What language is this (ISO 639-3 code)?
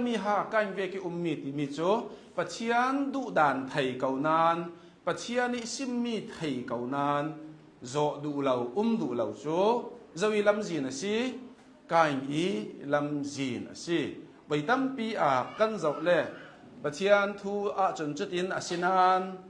cnh